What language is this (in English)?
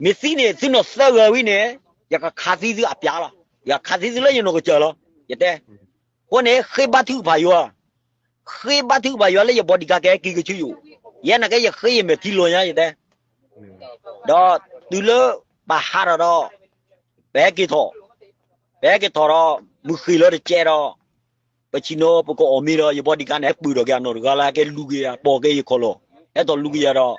S'gaw Karen